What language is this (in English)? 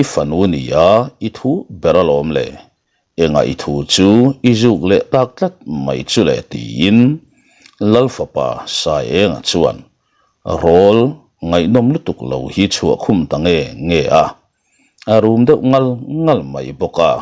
Mizo